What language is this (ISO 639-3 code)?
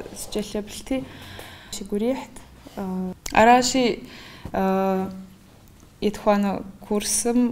kbd